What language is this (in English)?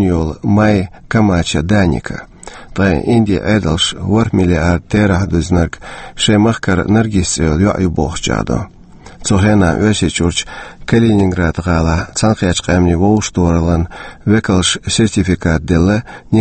Chechen